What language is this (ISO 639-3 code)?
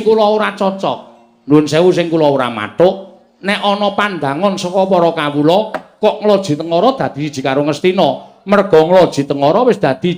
jav